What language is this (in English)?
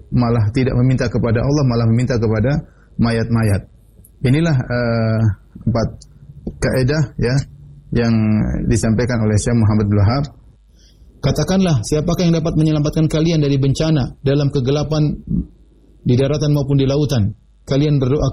Indonesian